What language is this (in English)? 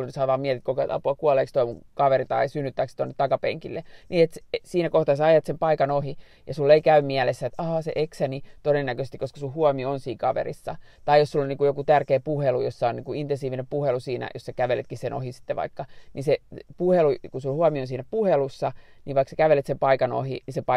Finnish